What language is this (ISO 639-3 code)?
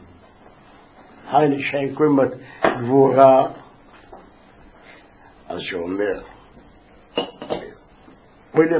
heb